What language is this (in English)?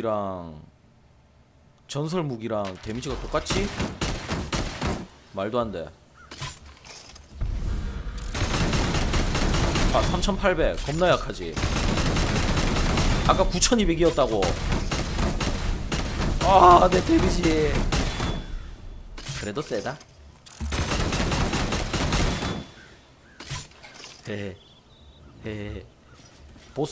Korean